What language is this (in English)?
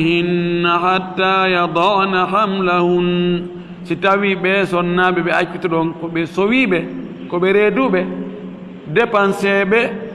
Fula